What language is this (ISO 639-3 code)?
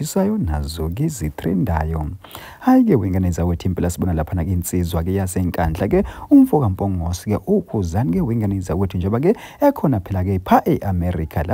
zul